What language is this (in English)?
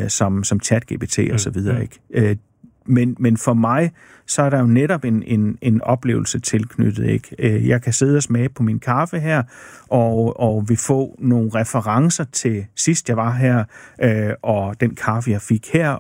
Danish